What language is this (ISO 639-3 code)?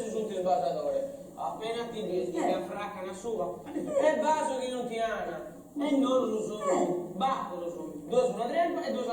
srd